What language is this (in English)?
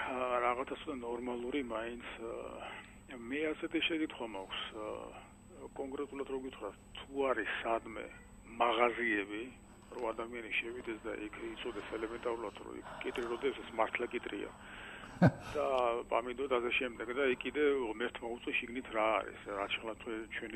Georgian